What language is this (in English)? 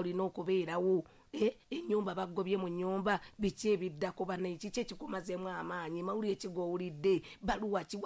Ganda